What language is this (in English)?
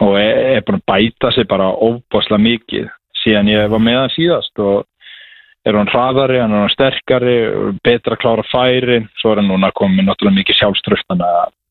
Icelandic